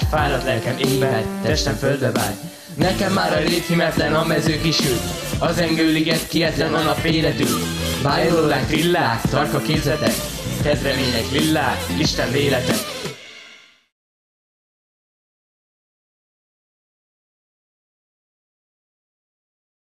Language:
Hungarian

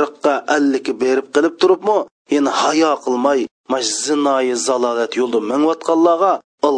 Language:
Uyghur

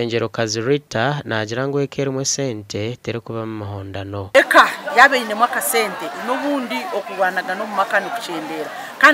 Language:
Nyankole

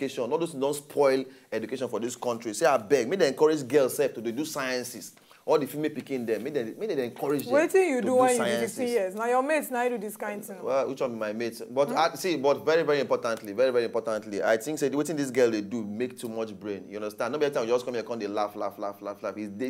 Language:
Nigerian Pidgin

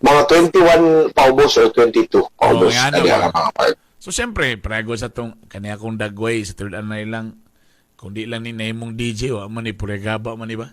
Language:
Cebuano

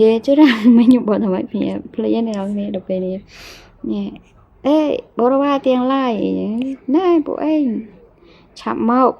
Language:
Khmer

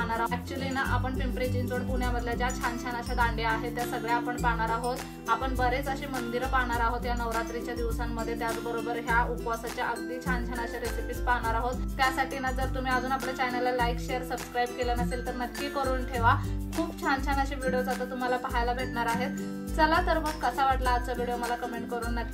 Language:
Marathi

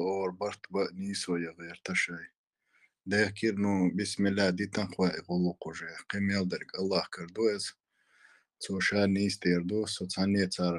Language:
Chechen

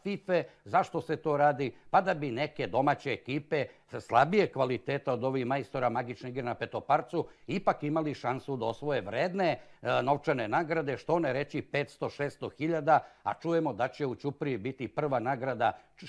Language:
Serbian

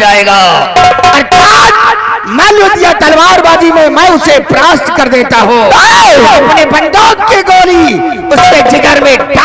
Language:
Hindi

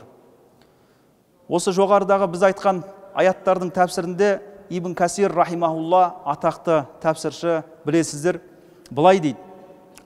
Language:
Kazakh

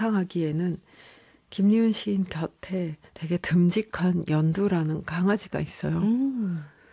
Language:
Korean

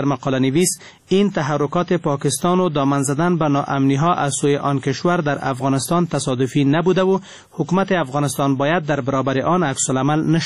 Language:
Persian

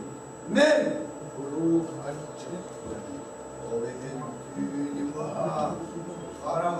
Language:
Yakut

